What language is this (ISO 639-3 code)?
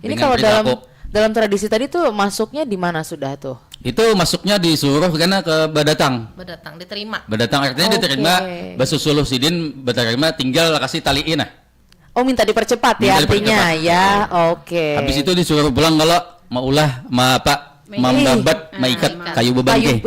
bjn